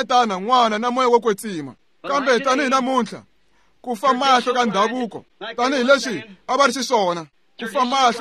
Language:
Tsonga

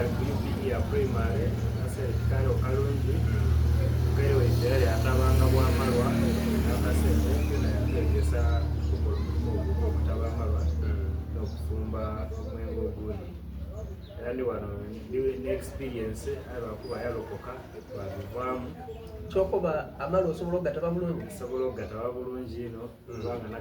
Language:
Soga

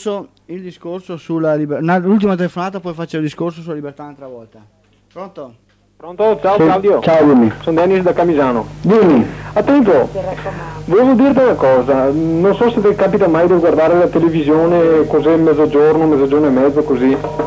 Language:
Italian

